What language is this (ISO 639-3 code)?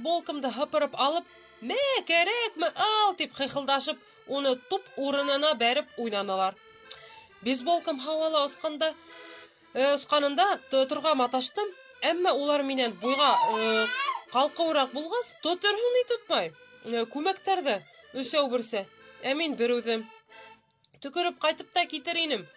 bak